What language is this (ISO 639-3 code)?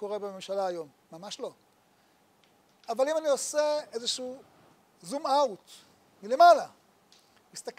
heb